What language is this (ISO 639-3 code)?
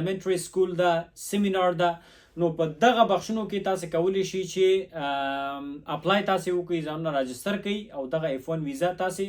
pus